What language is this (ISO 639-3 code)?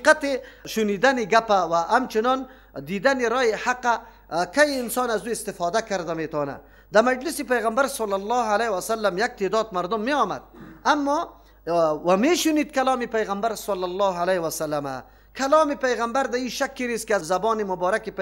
fas